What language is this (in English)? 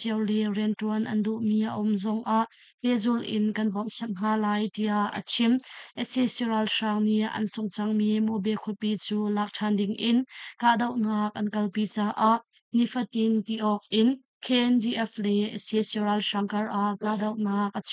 Hakha Chin